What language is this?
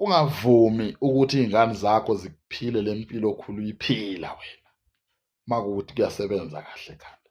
Zulu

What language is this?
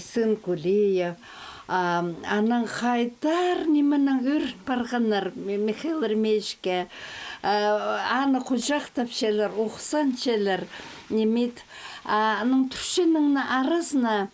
Khakas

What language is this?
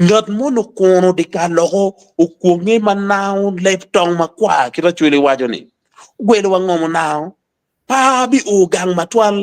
Acoli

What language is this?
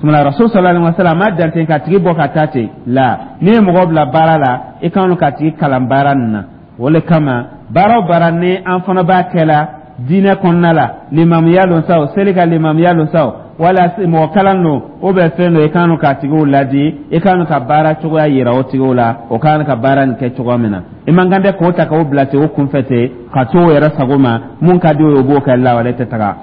Dyula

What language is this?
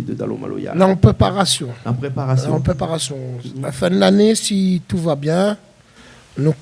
Réunion Creole French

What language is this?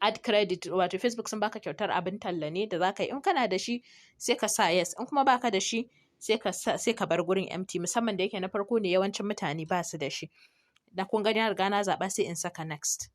Hausa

